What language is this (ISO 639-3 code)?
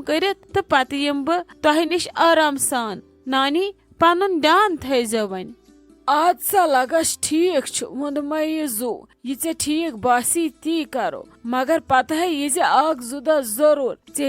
kas